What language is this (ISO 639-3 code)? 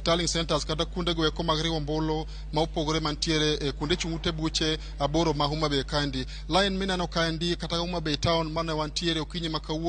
luo